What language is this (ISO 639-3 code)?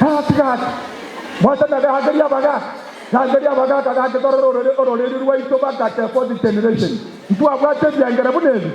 guz